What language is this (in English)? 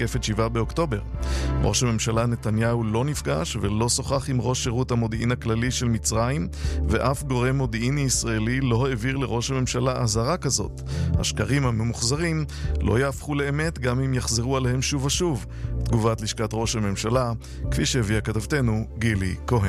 Hebrew